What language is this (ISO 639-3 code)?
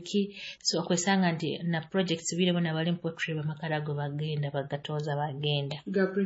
nyo